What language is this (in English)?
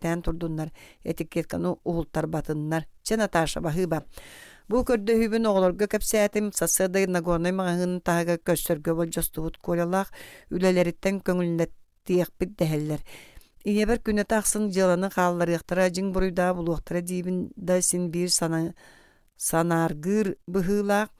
Yakut